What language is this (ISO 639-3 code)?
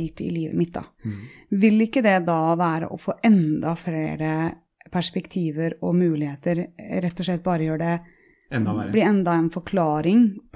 nor